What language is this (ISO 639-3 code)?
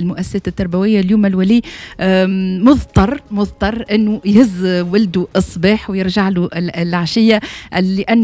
aeb